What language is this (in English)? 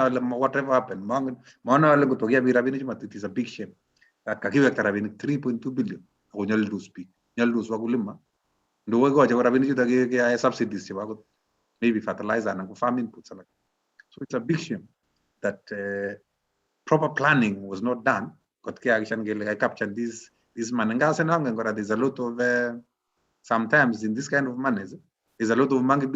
Kalenjin